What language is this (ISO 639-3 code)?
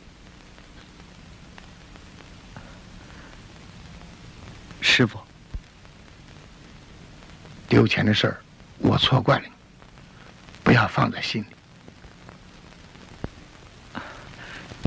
zho